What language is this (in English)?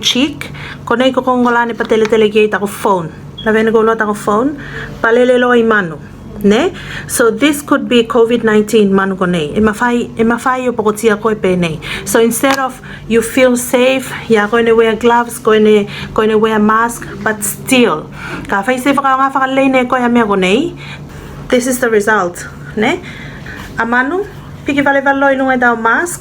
Tuvalu